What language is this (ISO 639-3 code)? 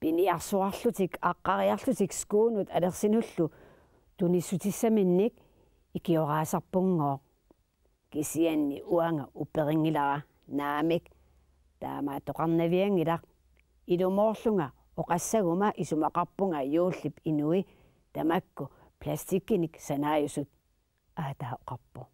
kal